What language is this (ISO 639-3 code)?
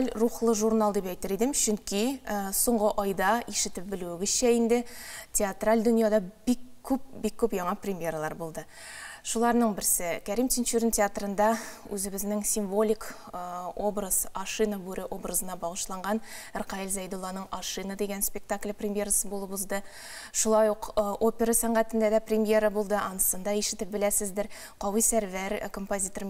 tat